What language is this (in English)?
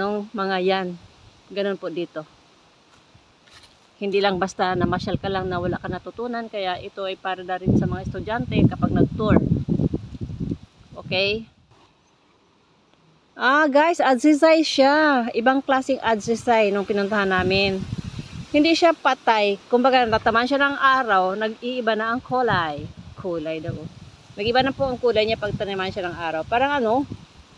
Filipino